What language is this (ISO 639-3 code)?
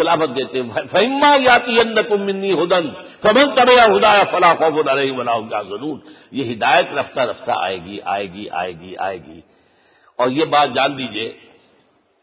urd